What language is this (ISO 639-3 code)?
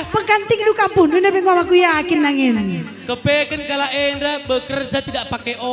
btx